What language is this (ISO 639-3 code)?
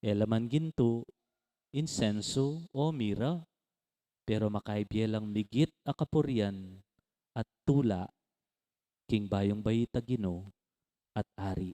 pam